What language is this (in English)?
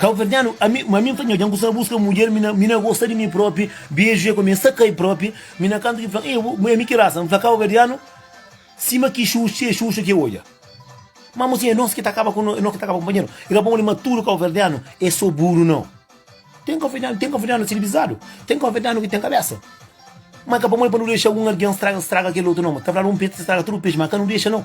Kabuverdianu